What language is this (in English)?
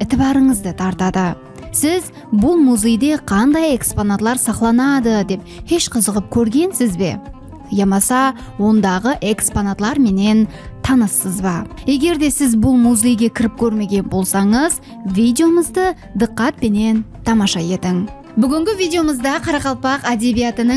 Kara-Kalpak